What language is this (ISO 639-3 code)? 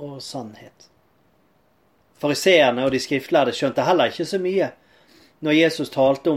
nor